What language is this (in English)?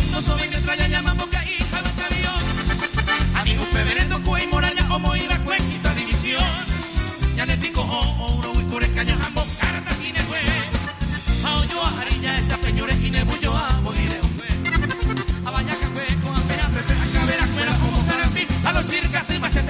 Guarani